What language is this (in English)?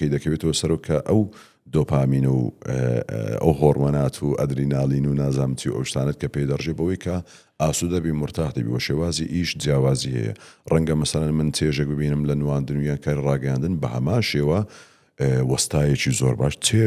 Central Kurdish